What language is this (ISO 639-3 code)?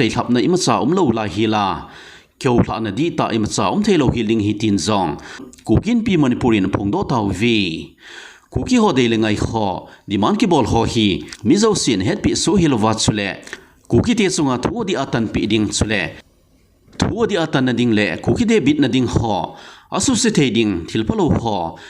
tcz